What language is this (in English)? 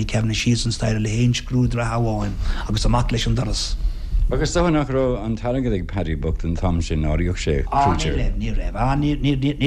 Irish